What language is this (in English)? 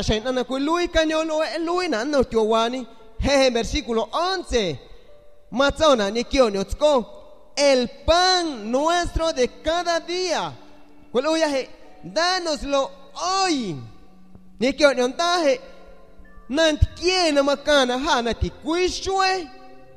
San Pedro Amuzgos Amuzgo